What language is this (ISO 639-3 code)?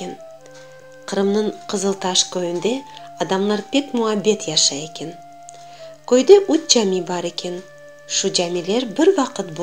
crh